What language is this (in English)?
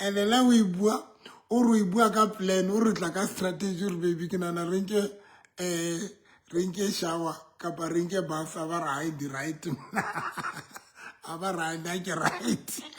Southern Sotho